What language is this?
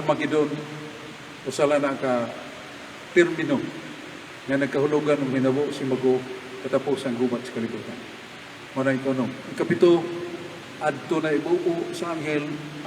Cebuano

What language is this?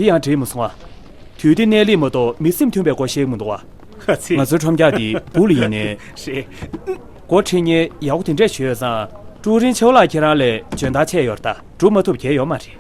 Tibetan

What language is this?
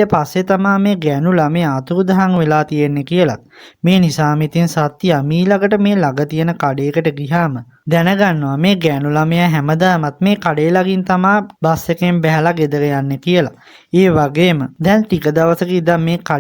Sinhala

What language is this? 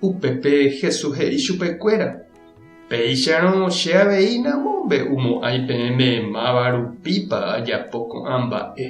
Guarani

